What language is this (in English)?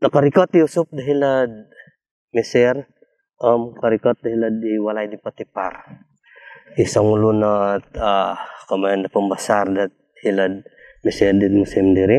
Central Dusun